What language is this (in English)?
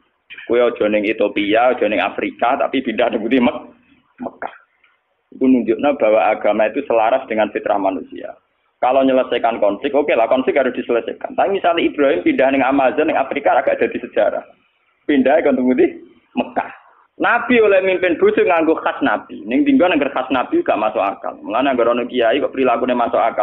Javanese